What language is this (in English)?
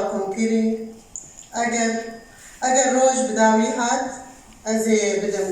Kurdish